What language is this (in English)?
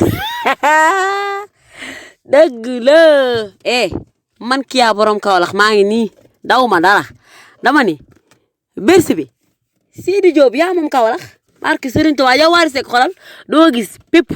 Wolof